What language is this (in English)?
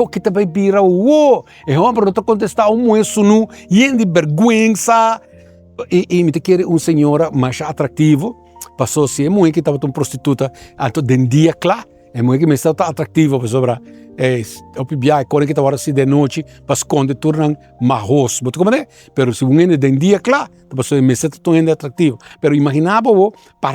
Papiamento